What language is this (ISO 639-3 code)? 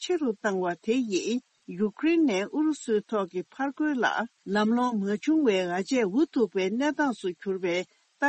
bod